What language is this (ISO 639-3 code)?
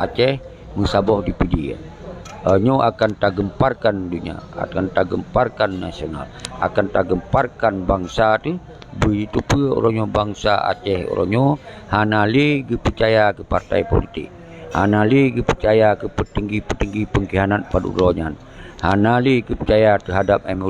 ace